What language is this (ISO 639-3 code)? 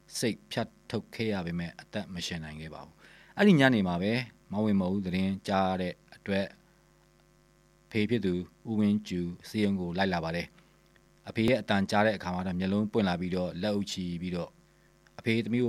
mya